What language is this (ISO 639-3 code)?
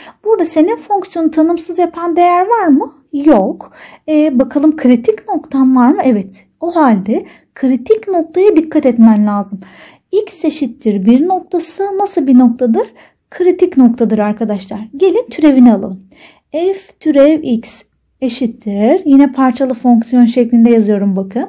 tur